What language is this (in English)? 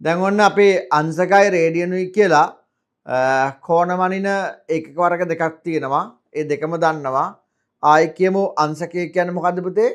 Sinhala